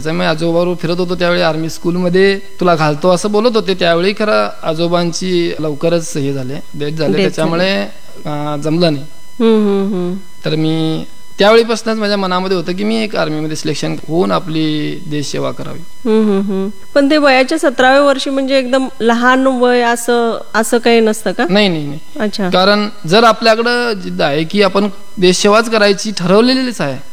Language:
Marathi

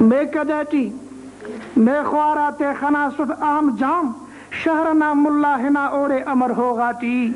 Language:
Brahui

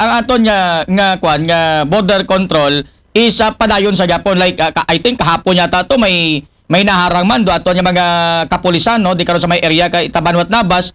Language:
Aklanon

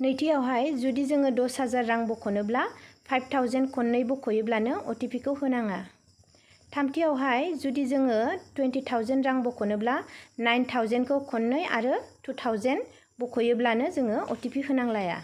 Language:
Bodo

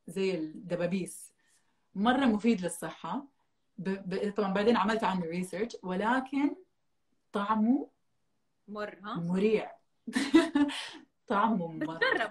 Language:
Arabic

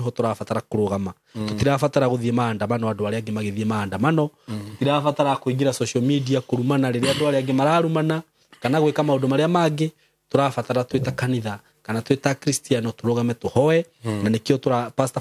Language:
Kikuyu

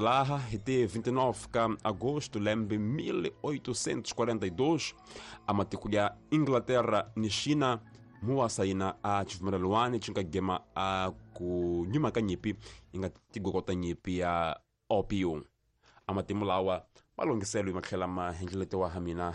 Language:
Tsonga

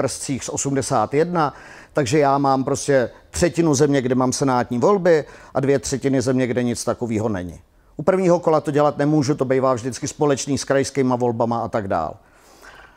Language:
Czech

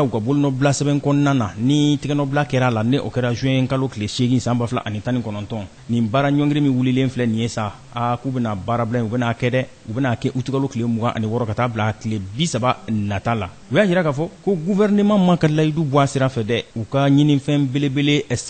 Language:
Bambara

